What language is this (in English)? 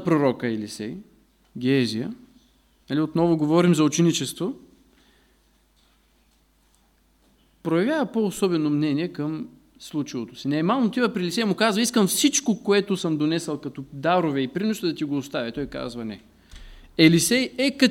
Bulgarian